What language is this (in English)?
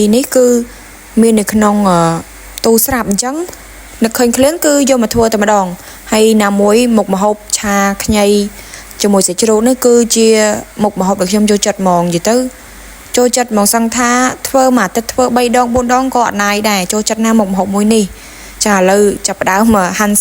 Khmer